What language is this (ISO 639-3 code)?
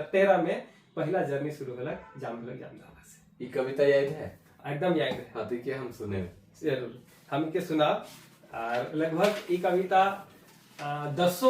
sck